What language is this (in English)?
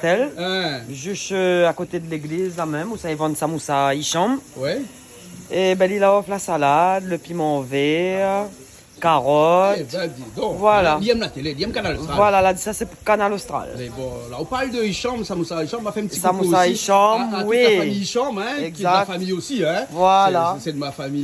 Réunion Creole French